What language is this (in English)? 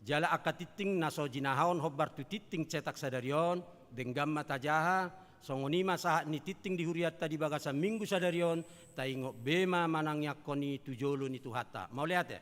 Batak Toba